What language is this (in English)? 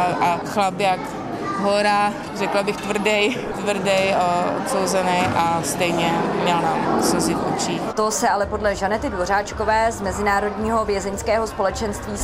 Czech